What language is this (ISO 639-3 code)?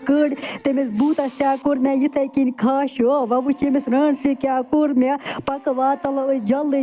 kas